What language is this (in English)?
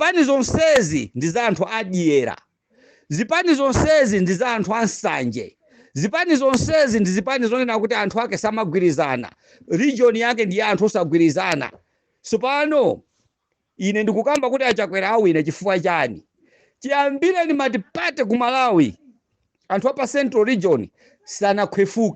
Nyanja